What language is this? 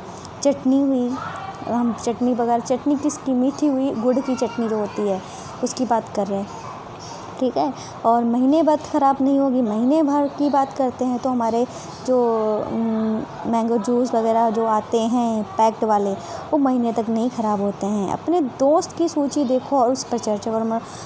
Hindi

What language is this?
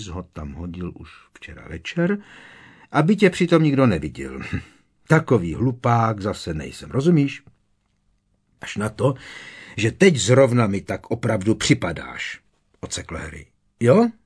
Czech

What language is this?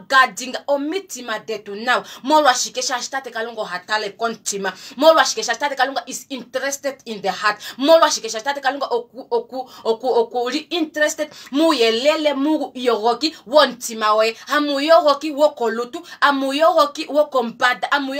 Kuanyama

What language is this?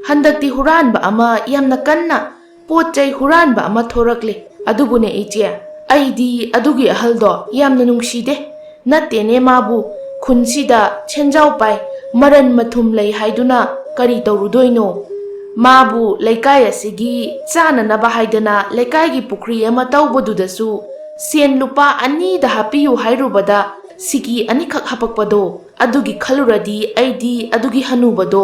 Manipuri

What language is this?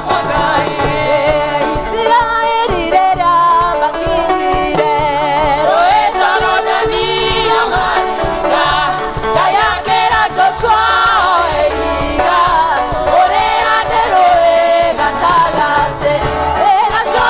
Kikuyu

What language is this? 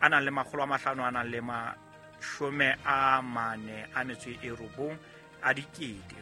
Southern Sotho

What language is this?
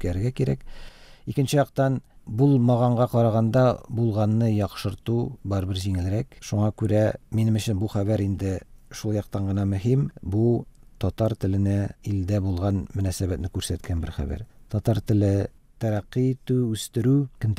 Tatar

